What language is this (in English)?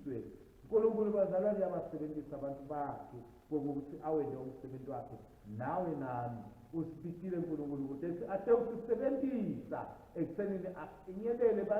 Swati